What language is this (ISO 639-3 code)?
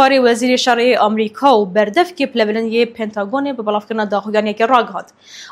kur